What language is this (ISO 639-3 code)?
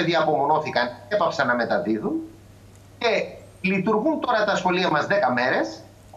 ell